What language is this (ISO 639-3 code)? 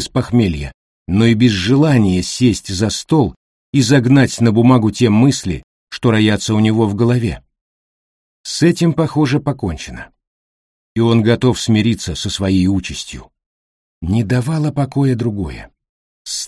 rus